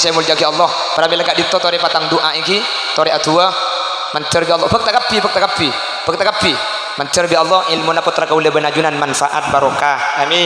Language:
Madurese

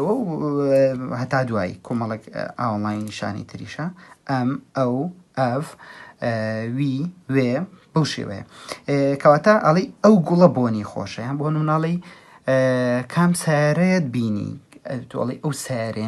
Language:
Central Kurdish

